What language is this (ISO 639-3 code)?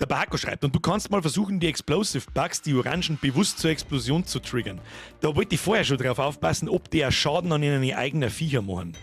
bar